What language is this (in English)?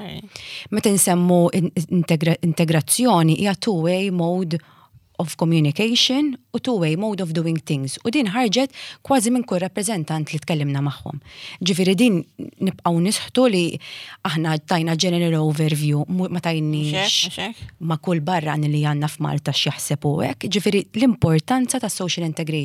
Maltese